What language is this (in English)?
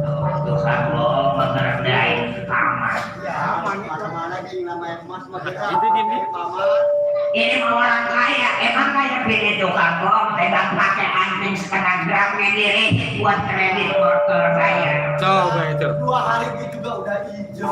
Betawi